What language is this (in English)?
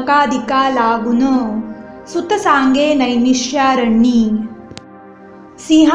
Marathi